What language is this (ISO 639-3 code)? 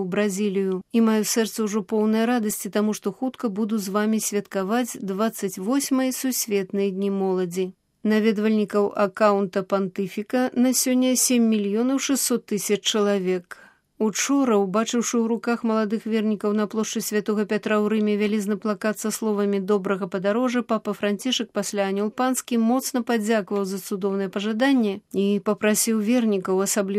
bel